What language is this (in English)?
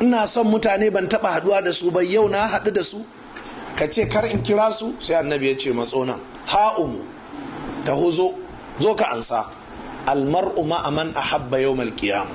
Hausa